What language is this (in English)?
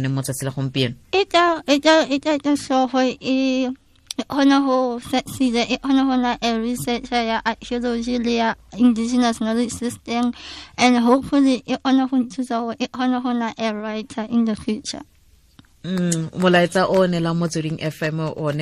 Tswana